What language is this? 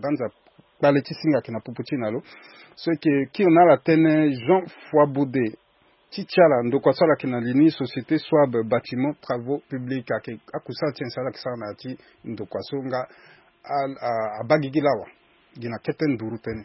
Sango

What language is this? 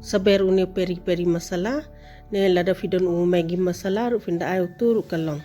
Khasi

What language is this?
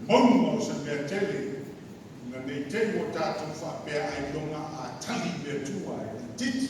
Samoan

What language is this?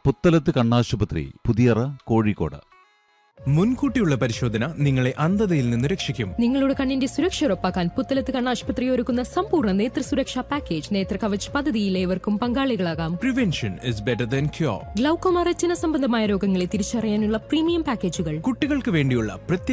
Malayalam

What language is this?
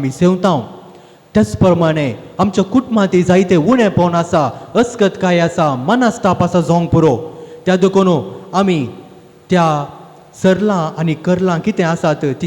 Konkani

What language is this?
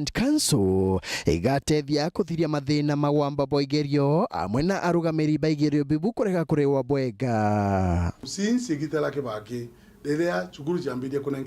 Meru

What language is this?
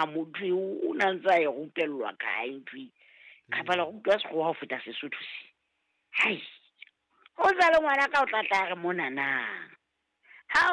Southern Sotho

